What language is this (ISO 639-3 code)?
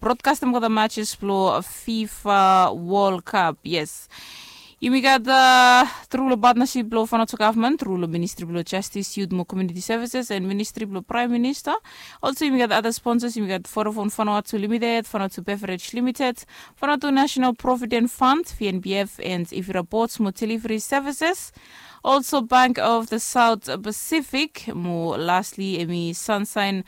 bis